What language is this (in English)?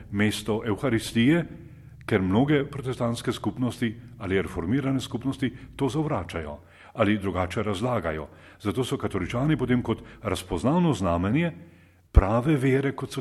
Slovenian